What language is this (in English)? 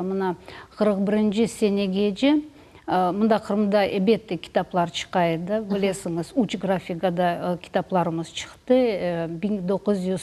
Crimean Tatar